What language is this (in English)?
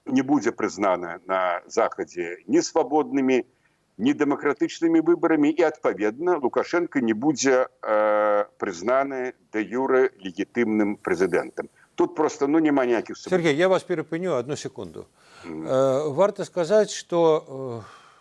Belarusian